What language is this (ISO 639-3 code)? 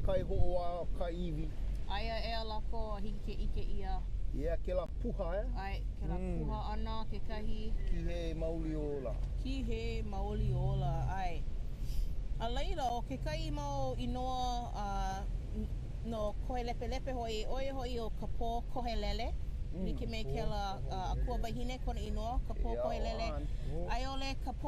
haw